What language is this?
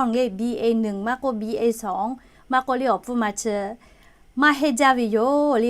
Lahu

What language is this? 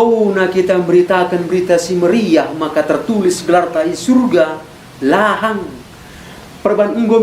Batak Karo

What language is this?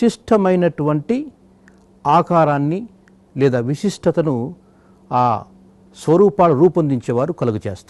Telugu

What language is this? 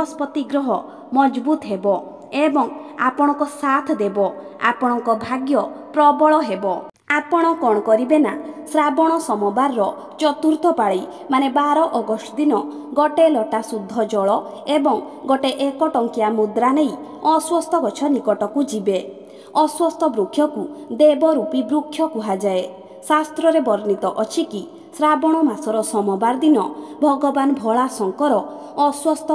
Odia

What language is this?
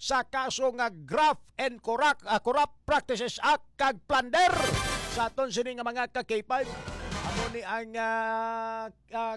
Hiligaynon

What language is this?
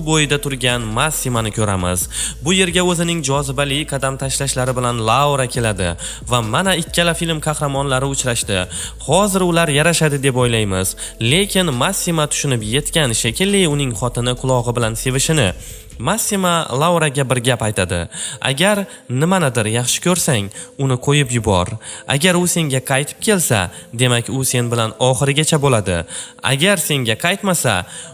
Uzbek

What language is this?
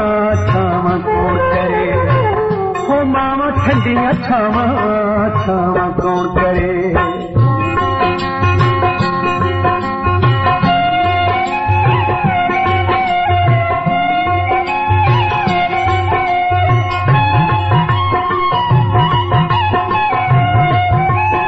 Punjabi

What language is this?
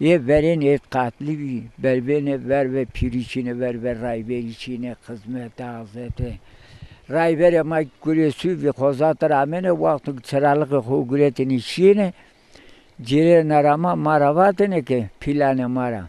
Zaza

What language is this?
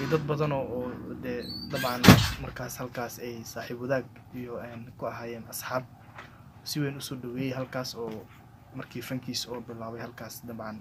Somali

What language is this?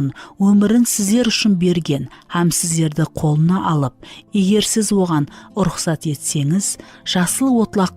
Kara-Kalpak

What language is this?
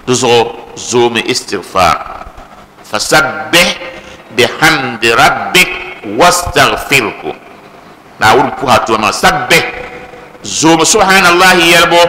Dagbani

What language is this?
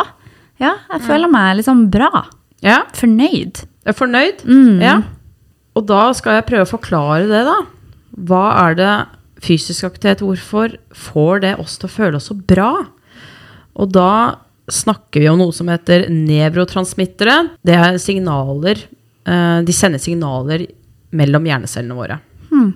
Norwegian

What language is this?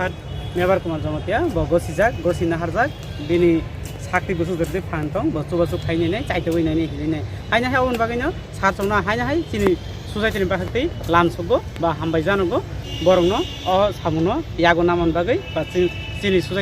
Kok Borok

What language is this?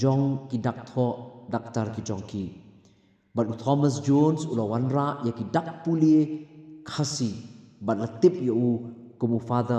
Khasi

